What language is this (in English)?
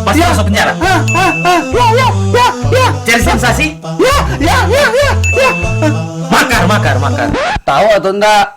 Manado Malay